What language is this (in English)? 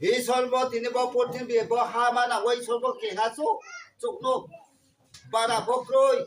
Riang (India)